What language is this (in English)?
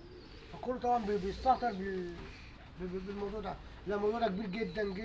Egyptian Arabic